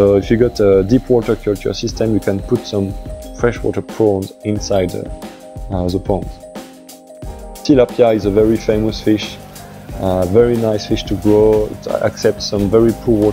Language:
English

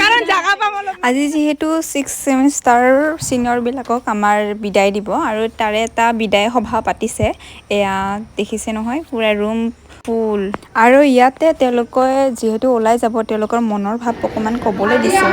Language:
Assamese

